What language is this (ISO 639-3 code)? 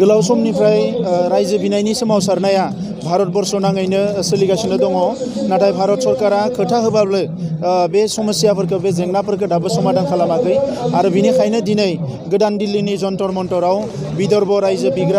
brx